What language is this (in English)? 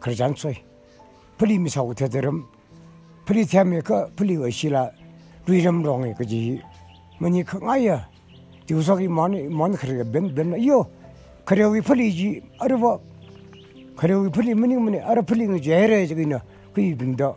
Tangkhul Naga (India)